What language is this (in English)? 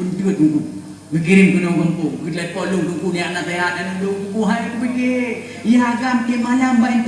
Achinese